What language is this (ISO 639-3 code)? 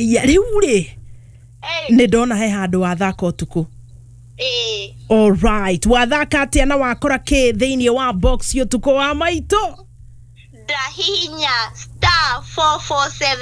kik